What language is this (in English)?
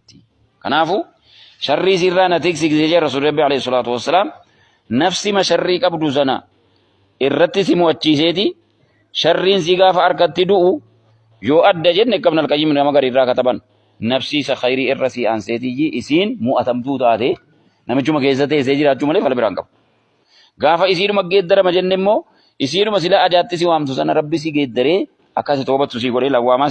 Oromo